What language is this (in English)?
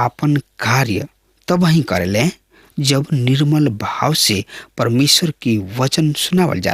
Bhojpuri